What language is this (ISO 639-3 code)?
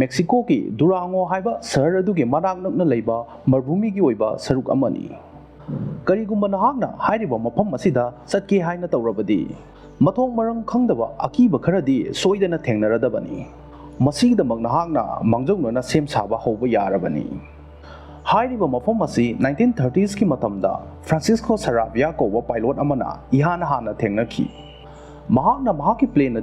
mni